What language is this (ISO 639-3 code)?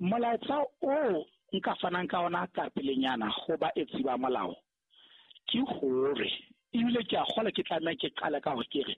sot